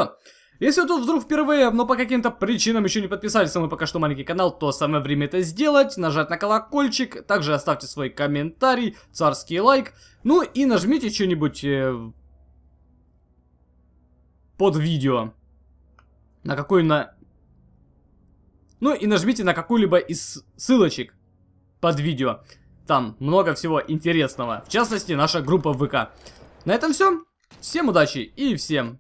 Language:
Russian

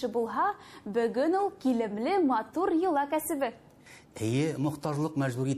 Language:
Bashkir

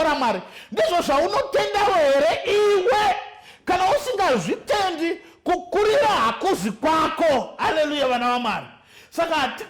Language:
Shona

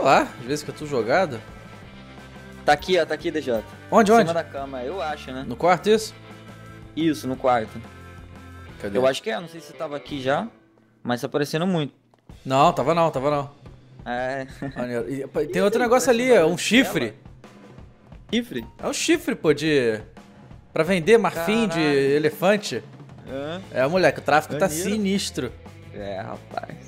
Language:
Portuguese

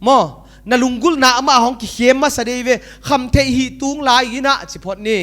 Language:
Paite Chin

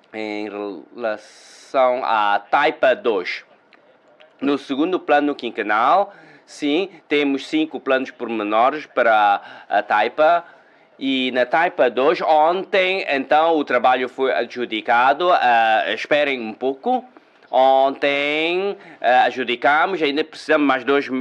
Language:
Portuguese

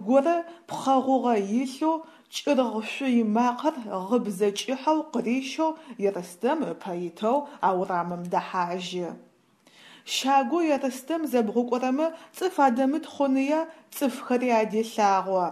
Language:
Adyghe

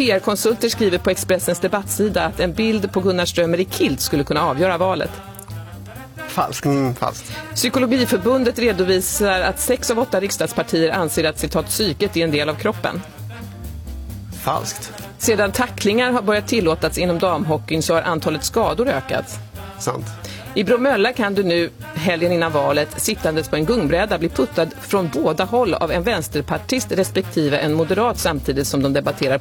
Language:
Swedish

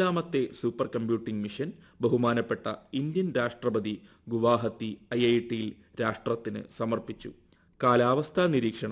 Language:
Malayalam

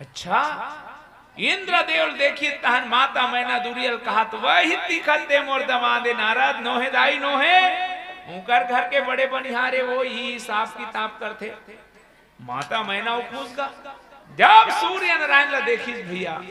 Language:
Chhattisgarhi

